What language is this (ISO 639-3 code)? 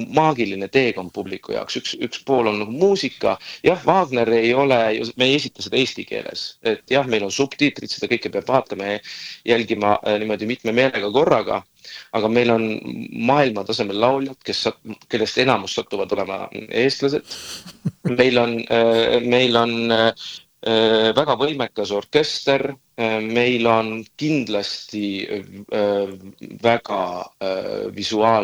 est